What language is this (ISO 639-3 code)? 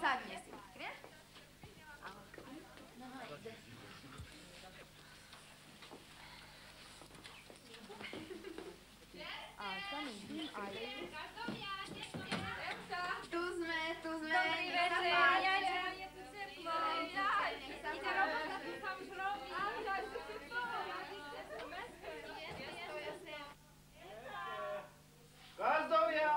slk